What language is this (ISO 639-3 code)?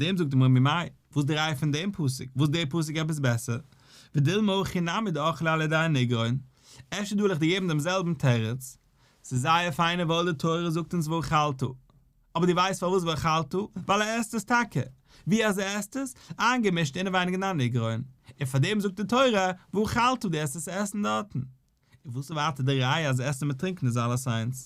yid